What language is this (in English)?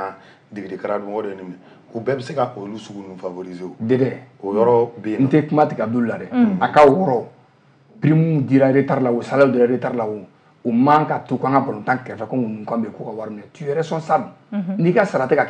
Bambara